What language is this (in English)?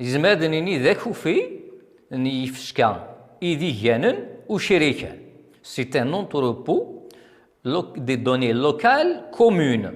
Kabyle